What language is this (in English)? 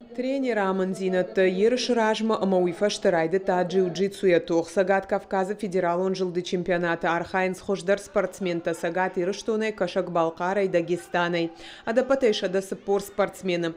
Ossetic